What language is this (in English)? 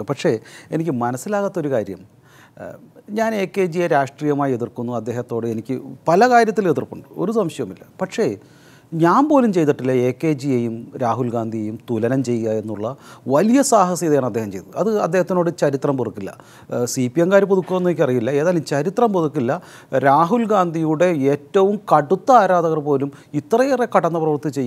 Malayalam